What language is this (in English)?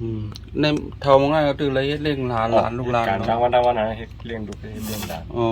Shan